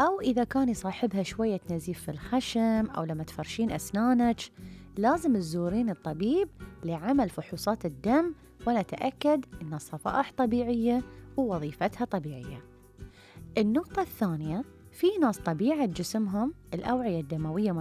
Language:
Gulf Arabic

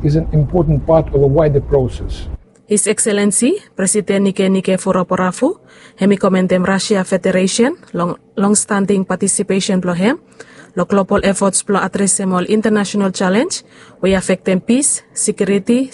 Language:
Bislama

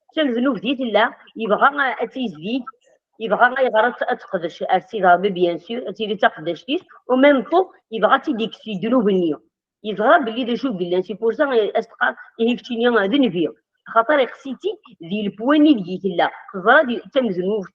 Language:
Kabyle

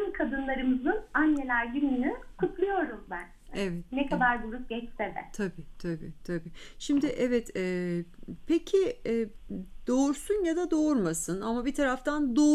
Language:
Turkish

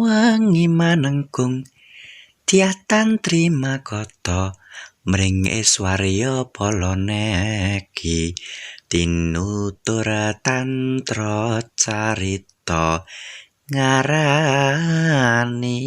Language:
Javanese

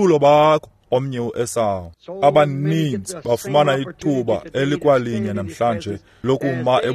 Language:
Xhosa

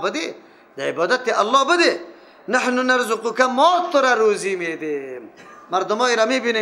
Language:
Persian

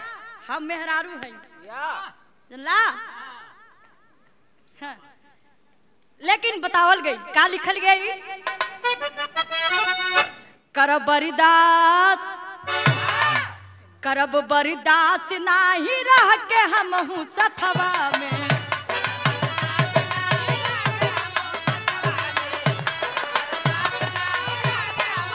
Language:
Bhojpuri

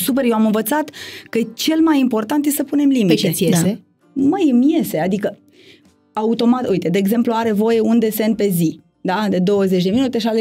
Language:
Romanian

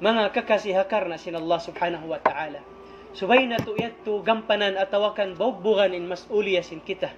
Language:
Tausug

